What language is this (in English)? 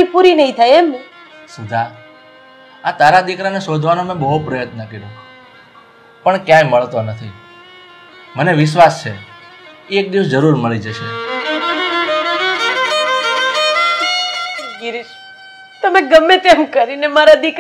Gujarati